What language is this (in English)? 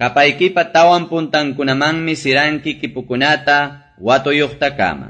Quechua